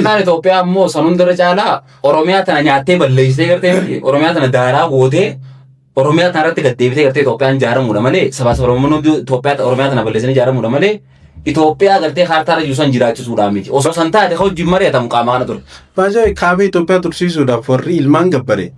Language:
Oromo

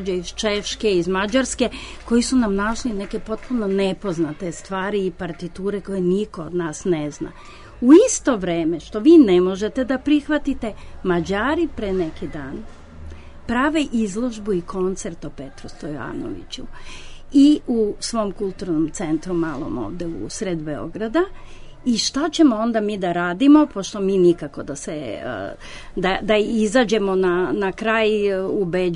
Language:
Serbian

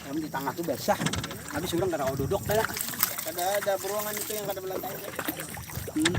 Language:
Banjar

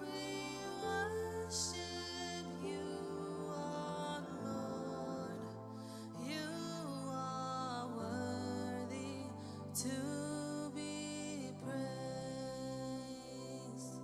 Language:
Marshallese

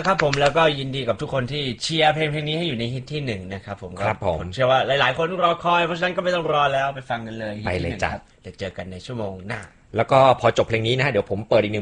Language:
Thai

